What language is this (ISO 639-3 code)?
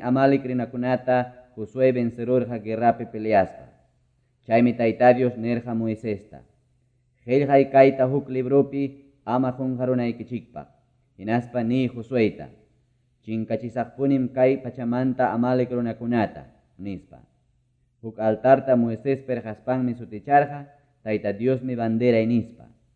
que